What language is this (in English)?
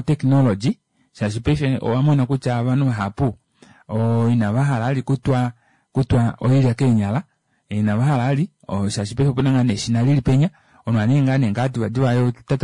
Kuanyama